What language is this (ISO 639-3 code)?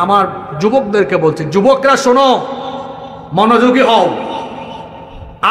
ben